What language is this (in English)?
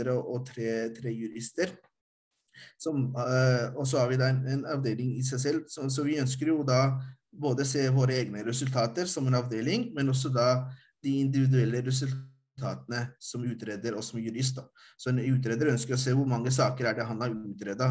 Norwegian